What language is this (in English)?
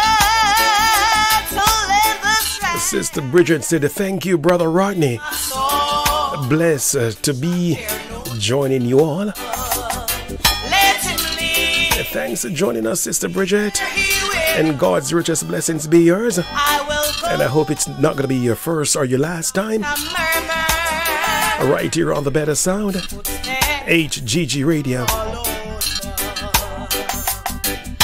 English